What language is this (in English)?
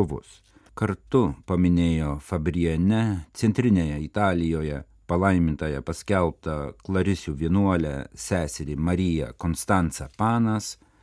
Lithuanian